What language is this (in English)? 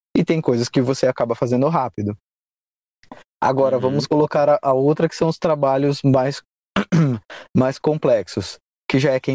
Portuguese